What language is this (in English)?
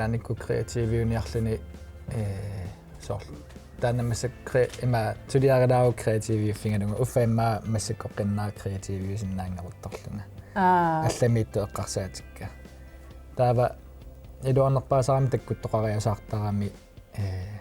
Kalaallisut